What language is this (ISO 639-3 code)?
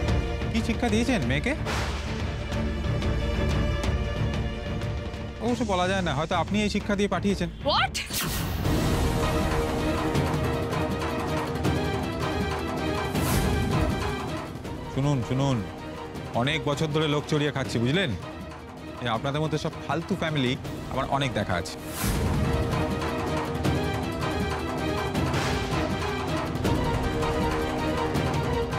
ben